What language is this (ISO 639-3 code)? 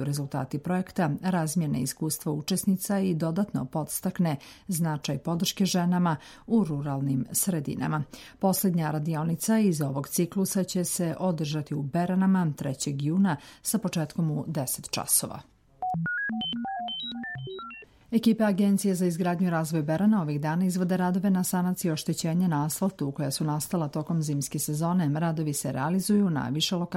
srp